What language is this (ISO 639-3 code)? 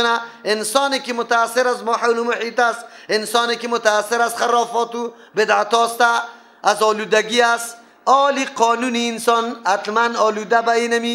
fas